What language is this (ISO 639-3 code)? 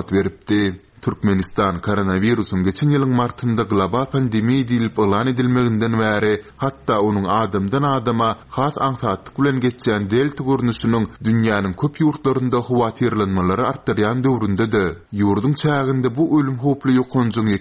tuk